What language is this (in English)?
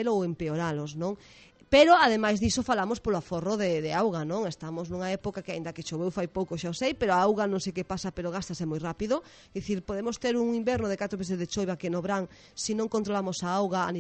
Galician